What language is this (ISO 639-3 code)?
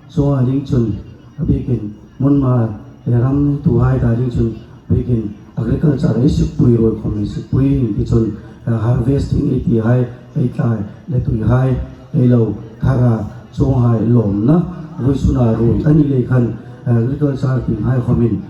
hmr